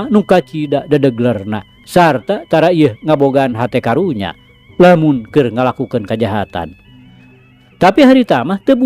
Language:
Sundanese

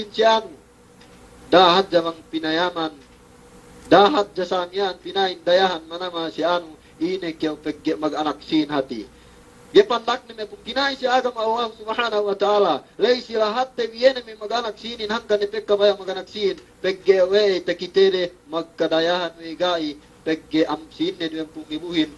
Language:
Yakan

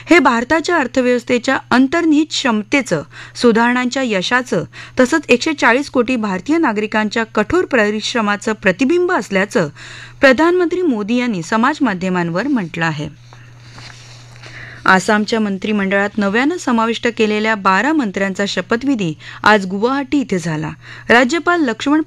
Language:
Marathi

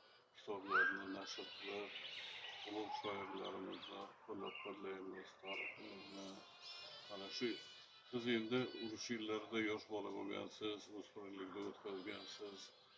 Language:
Uzbek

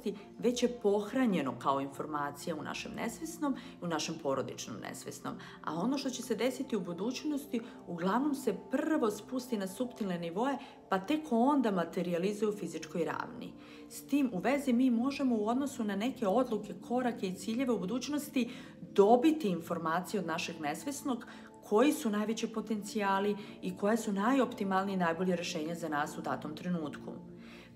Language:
Serbian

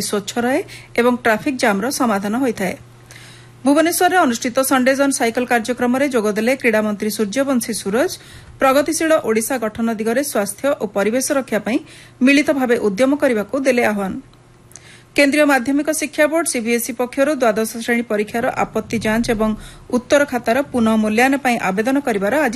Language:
Odia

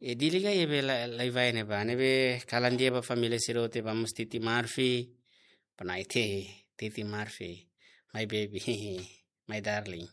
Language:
Tetum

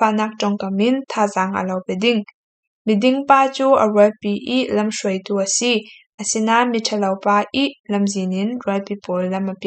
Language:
Falam Chin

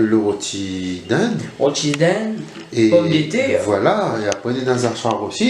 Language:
Réunion Creole French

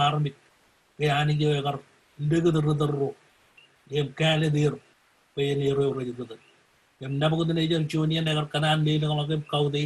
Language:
Marshallese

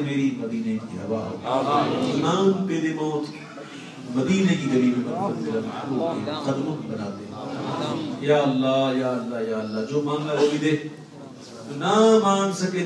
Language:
Urdu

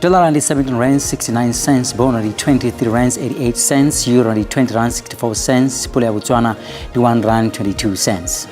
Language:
Venda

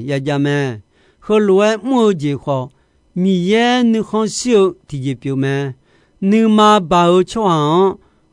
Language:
Akha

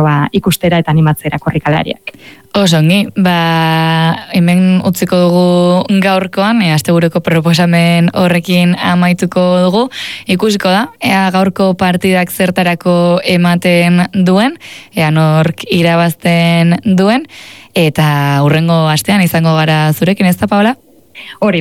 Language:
Basque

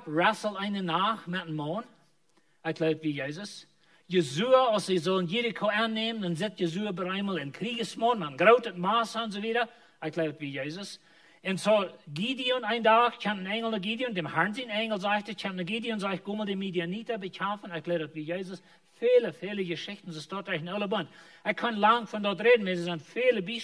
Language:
Plautdietsch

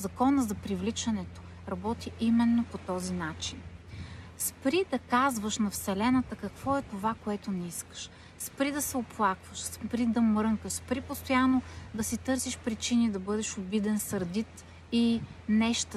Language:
Bulgarian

